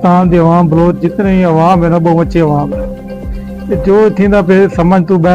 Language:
Saraiki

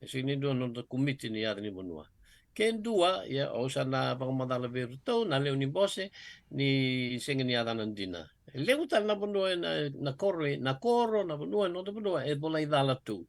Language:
Fijian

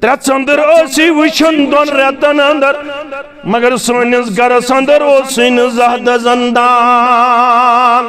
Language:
Kashmiri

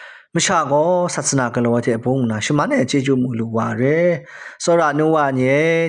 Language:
Kachin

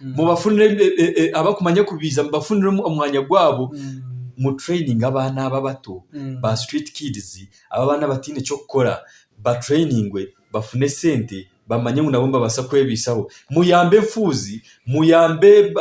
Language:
Nyankole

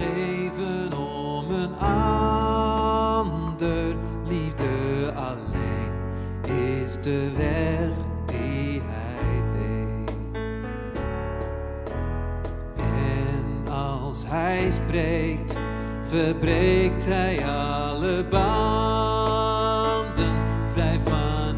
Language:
Dutch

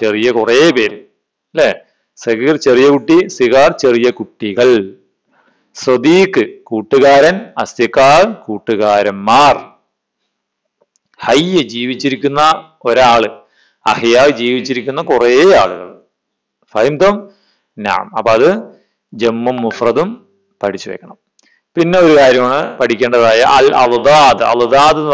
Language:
Malayalam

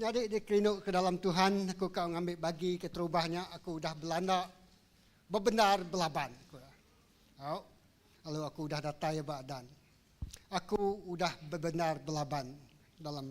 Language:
Iban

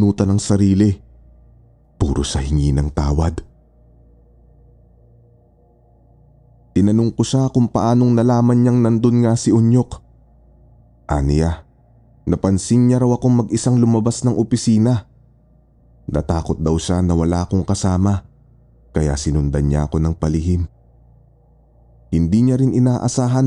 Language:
Filipino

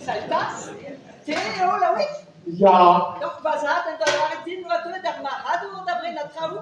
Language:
Breton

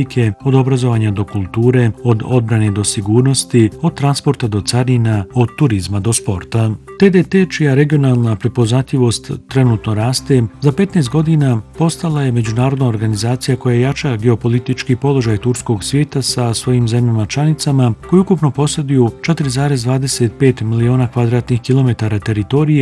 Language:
Bosnian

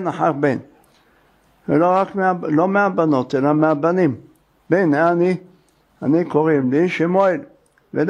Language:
Hebrew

